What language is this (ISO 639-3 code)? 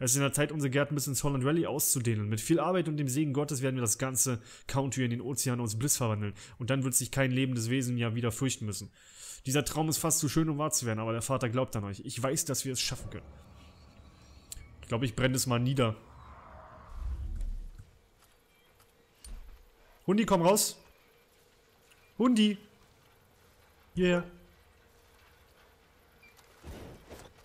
deu